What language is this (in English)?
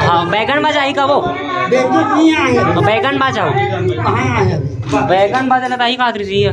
Chhattisgarhi